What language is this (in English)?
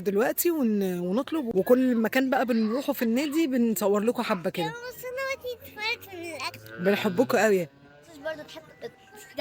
Egyptian Arabic